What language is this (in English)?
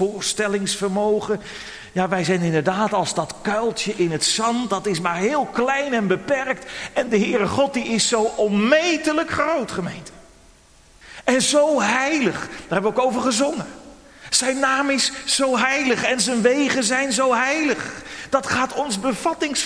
Dutch